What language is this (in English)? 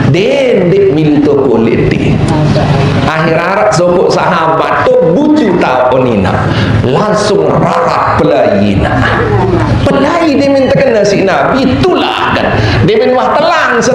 Sasak